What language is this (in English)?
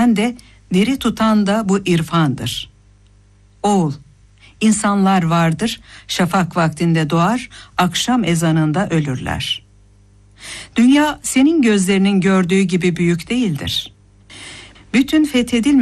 Turkish